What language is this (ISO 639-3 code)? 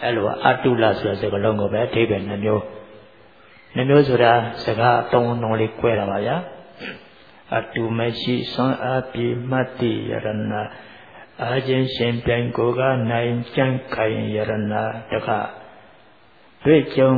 mya